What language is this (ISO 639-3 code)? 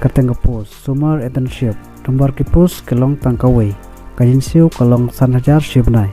kha